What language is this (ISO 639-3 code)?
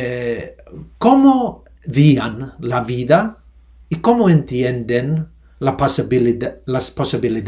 lad